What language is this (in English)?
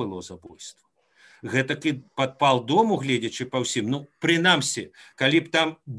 Belarusian